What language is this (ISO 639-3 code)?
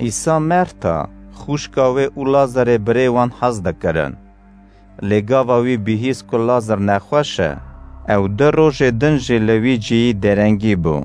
kur